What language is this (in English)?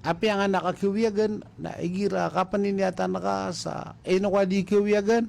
Maranao